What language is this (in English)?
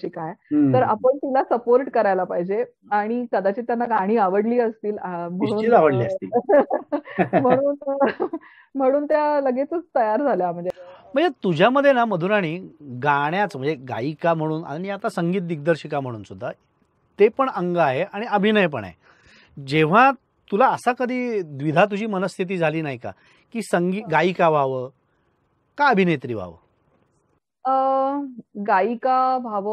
Marathi